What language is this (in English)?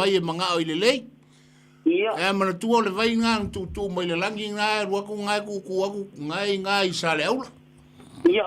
Samoan